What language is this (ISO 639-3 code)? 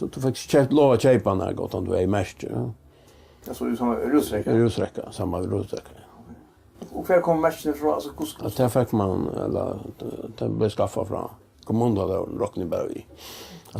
fao